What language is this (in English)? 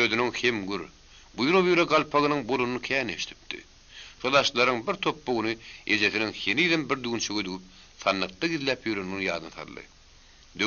Turkmen